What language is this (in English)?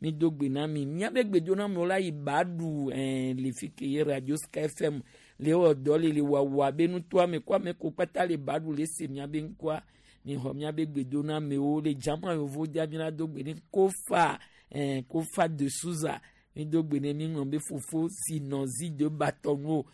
Gen